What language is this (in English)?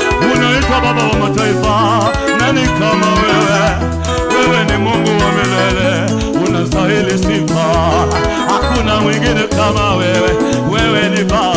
Swahili